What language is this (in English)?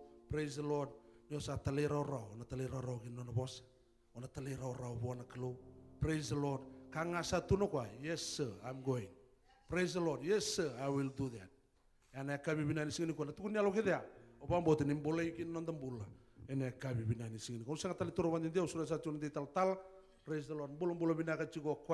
Fijian